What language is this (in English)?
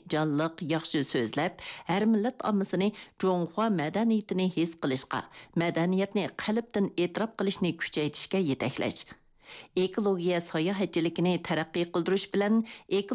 Uyghur